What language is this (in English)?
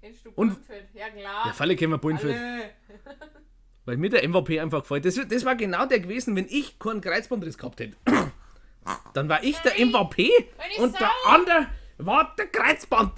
Bavarian